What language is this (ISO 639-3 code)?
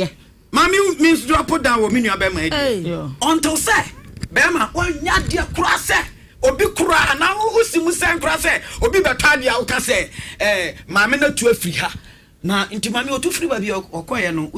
aka